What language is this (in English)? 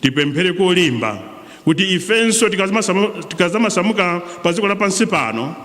Nyanja